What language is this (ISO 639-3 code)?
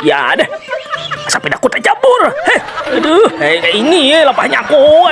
bjn